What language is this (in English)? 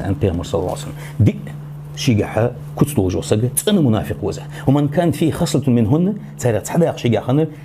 Ingush